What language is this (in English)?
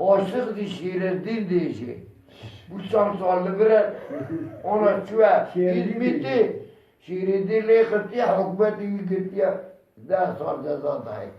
Kurdish